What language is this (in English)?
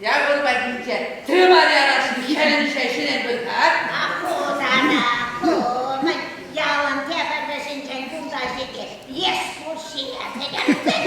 Chuvash